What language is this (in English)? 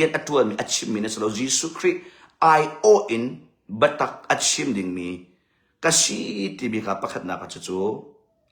Hakha Chin